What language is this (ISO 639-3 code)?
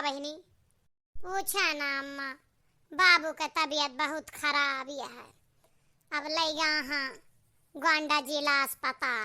awa